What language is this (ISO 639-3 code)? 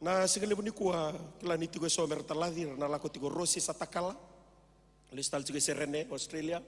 fij